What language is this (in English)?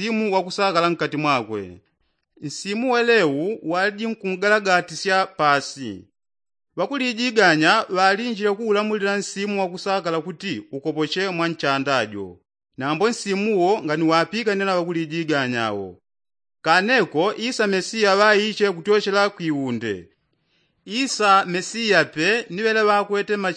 Yao